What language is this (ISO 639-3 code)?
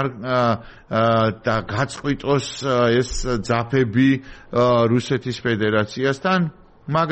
kat